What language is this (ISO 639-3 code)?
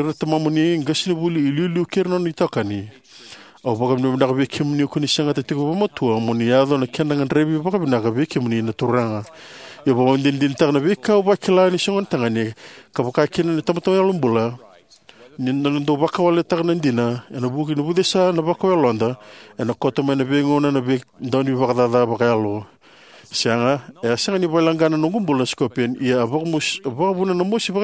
fij